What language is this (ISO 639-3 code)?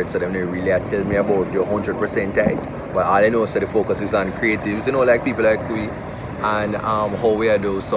jam